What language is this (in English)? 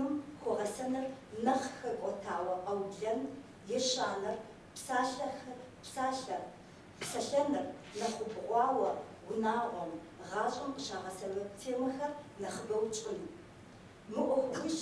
Kabardian